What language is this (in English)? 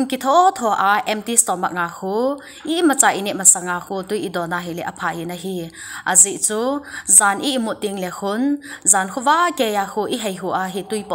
Thado Chin